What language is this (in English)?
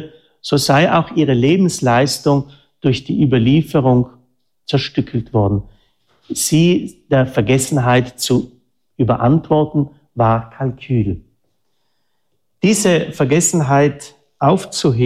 German